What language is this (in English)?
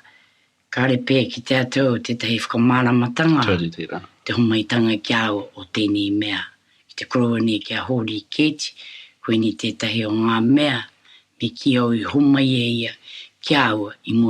Māori